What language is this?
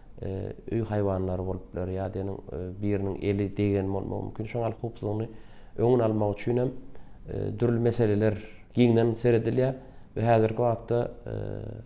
Turkmen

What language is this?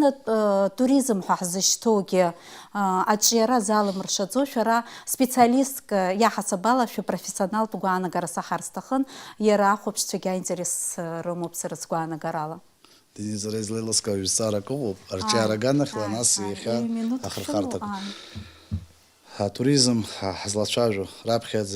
Abkhazian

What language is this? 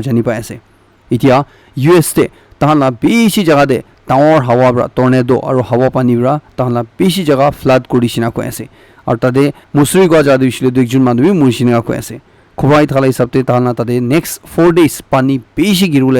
Naga Pidgin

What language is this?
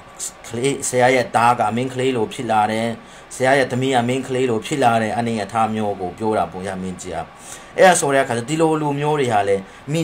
Burmese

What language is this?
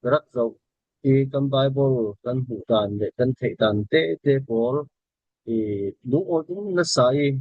Falam Chin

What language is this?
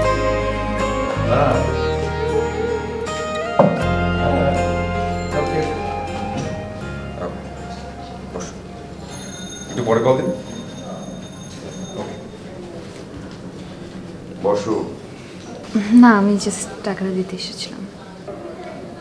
Bangla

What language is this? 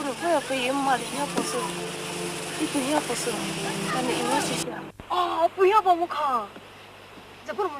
Poumei Naga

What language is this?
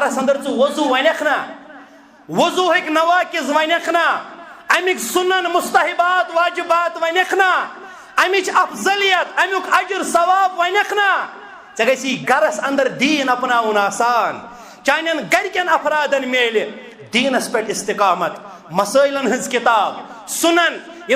Kashmiri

